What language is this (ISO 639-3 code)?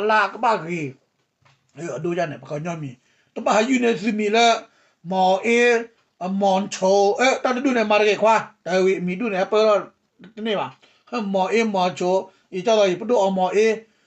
ksw